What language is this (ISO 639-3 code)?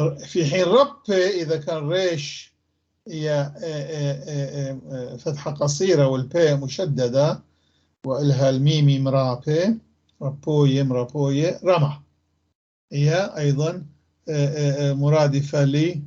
apc